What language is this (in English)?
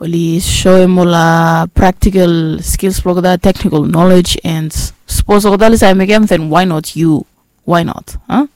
Bislama